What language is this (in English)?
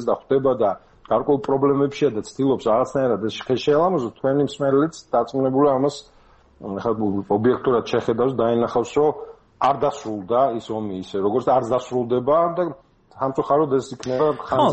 Georgian